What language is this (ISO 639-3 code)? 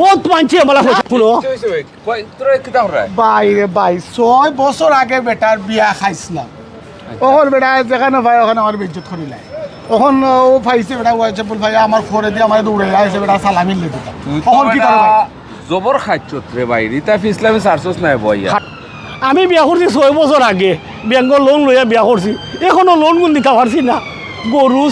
syl